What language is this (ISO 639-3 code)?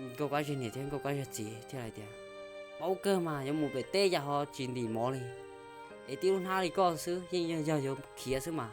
hmn